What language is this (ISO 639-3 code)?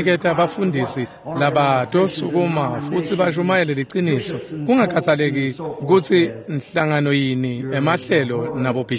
ssw